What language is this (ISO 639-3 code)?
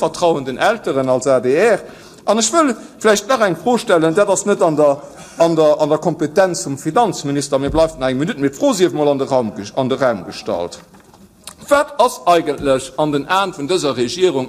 ltz